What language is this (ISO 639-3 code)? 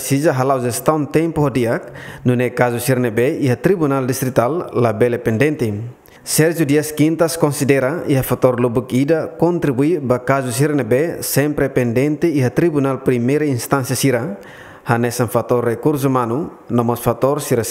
tet